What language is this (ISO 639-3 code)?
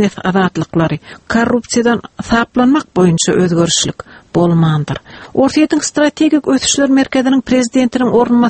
tuk